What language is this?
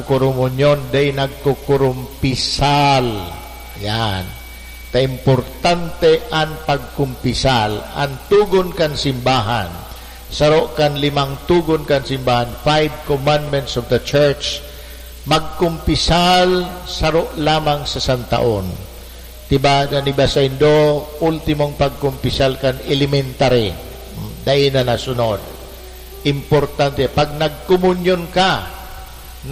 Bikol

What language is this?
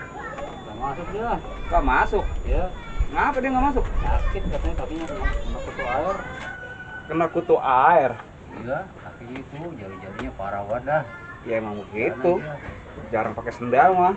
Betawi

